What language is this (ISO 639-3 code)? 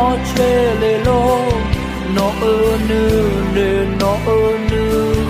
ahk